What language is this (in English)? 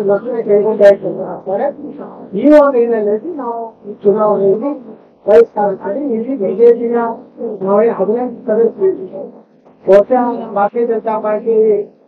Kannada